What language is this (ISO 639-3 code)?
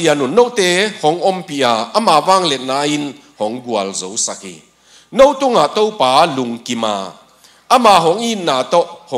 ctd